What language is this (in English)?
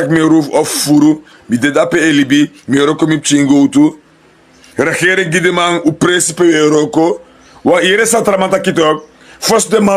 Sranan Tongo